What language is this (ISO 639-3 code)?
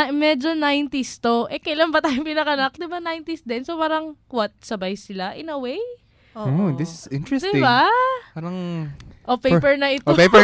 fil